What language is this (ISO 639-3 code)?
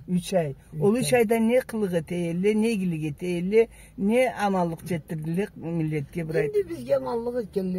krc